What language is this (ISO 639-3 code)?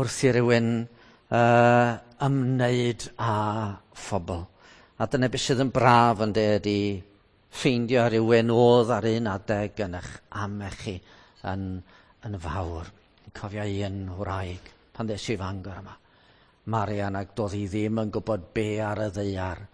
cym